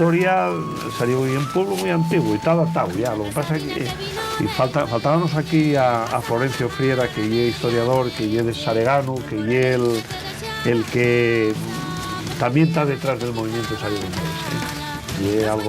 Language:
Asturian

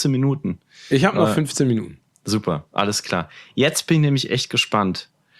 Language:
German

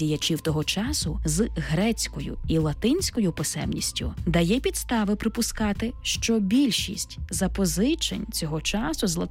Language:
Ukrainian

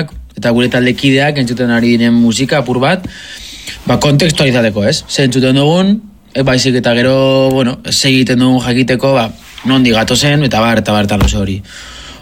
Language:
Basque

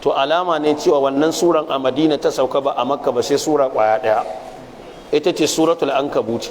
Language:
Hausa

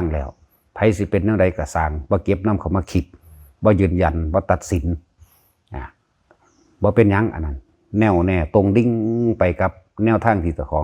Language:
Lao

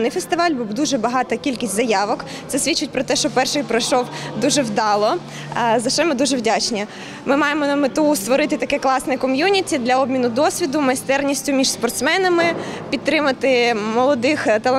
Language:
Ukrainian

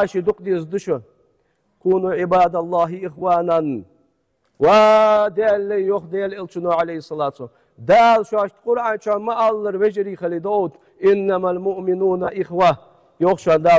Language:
Ingush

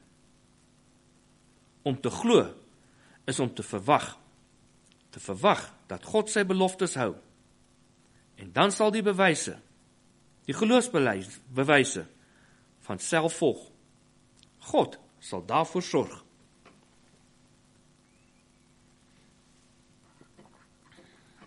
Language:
Afrikaans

